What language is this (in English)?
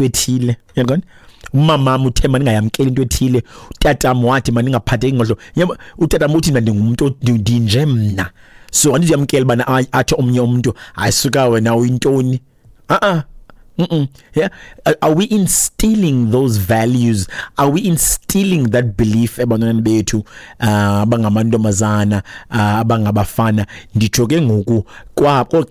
Xhosa